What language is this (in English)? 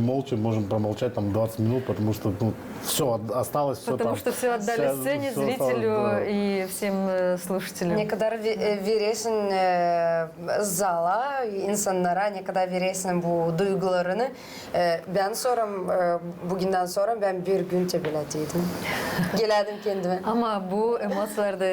Gagauz